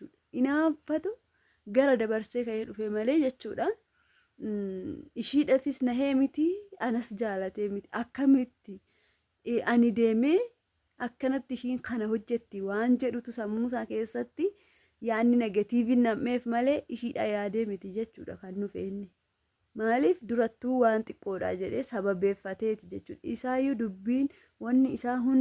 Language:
Oromo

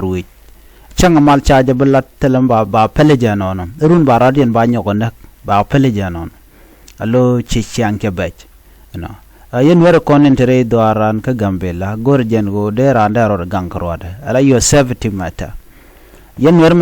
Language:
Nuer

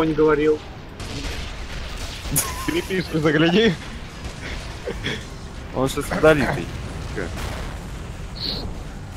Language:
Russian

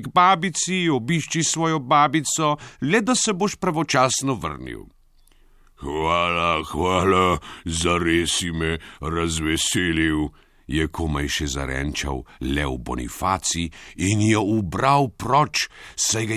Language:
Slovenian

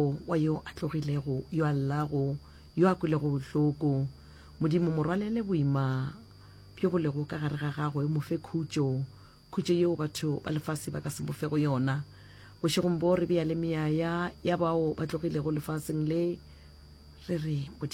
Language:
Northern Sotho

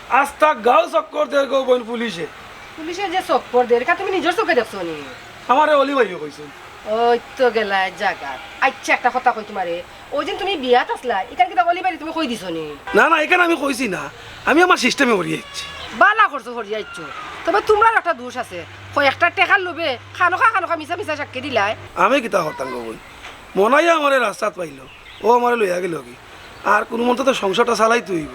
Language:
Sylheti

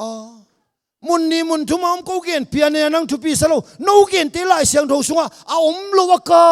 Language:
Tedim Chin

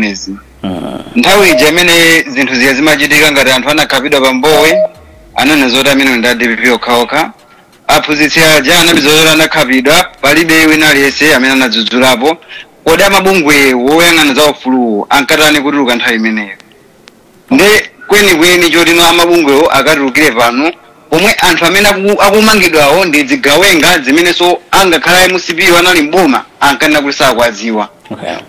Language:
Nyanja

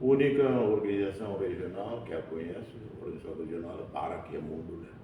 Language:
Tetum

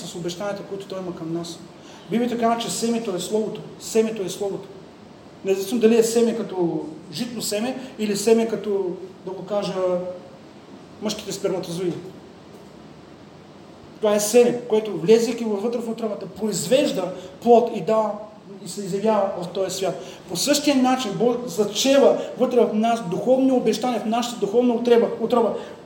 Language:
Bulgarian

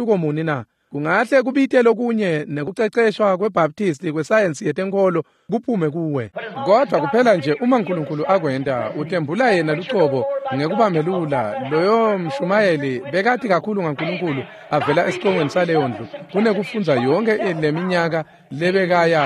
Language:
Swati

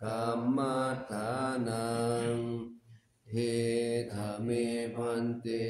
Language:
Pali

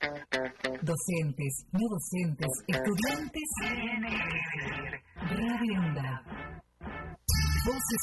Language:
Spanish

